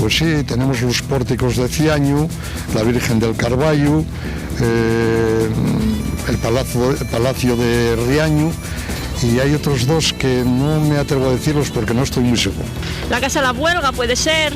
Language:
Asturian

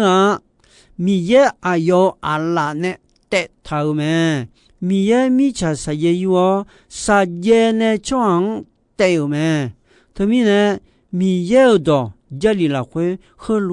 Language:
Akha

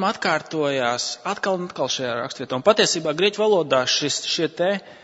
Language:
Latvian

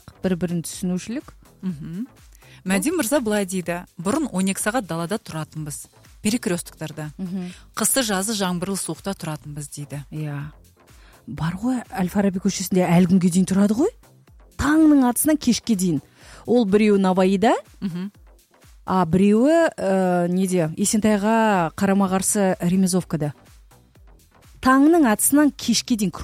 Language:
Kazakh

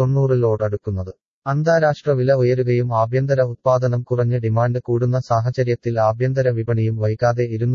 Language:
Malayalam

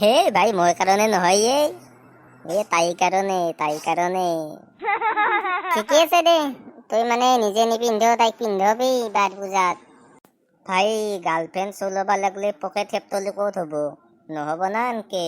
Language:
Assamese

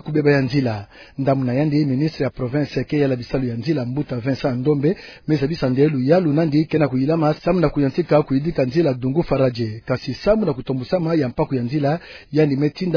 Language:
Kituba (Democratic Republic of Congo)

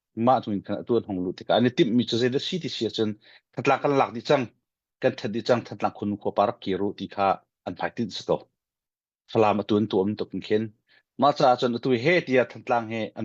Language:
Hakha Chin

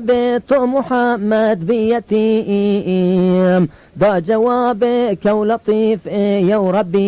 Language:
Zaza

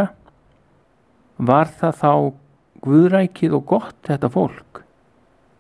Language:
Icelandic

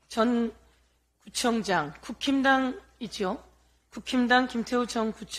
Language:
Korean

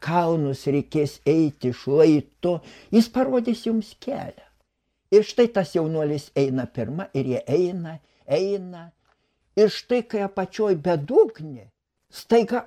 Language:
Lithuanian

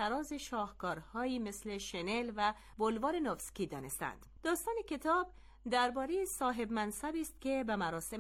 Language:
Persian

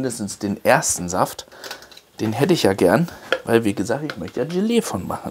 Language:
German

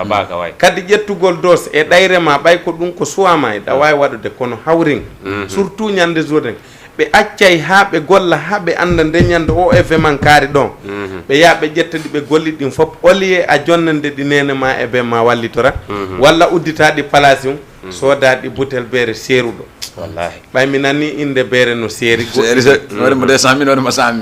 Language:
Fula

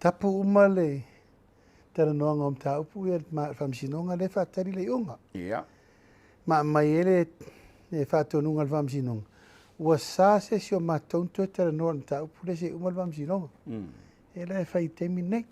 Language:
Samoan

